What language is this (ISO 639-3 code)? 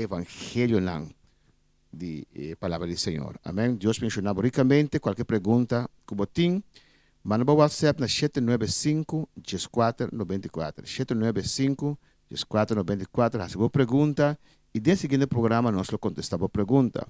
pap